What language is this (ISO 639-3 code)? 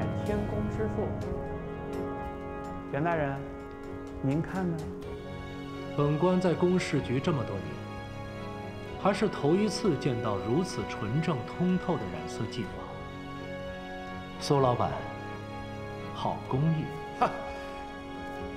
zho